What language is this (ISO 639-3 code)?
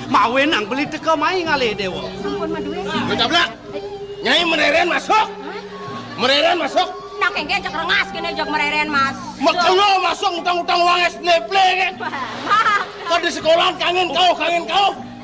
ban